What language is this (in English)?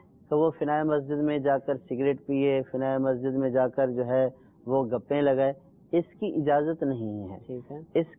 Urdu